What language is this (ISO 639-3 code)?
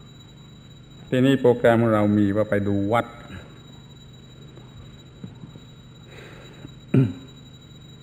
tha